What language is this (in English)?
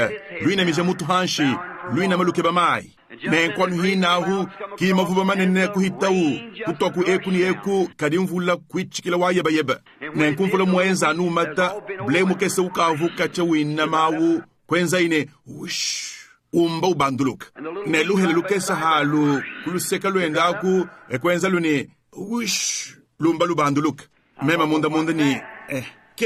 Luba-Lulua